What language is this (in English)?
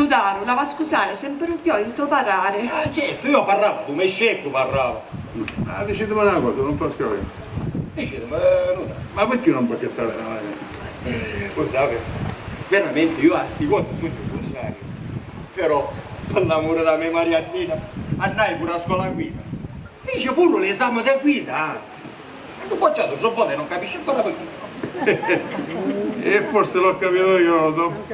Sicilian